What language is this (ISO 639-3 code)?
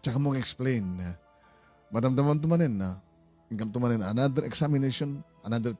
ilo